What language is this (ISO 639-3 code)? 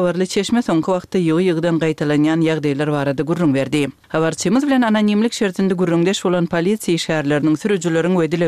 tuk